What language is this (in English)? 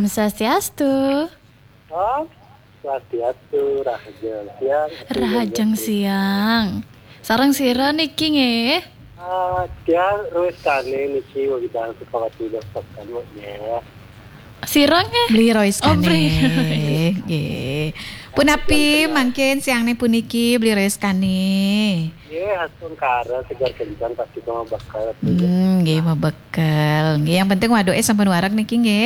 Balinese